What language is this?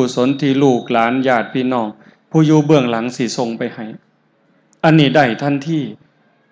Northeastern Thai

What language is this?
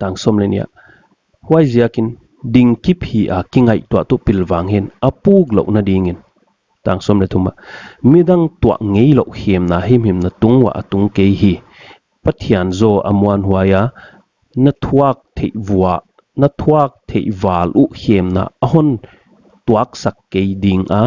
Paite Chin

